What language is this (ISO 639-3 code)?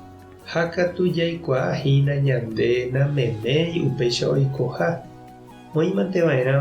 grn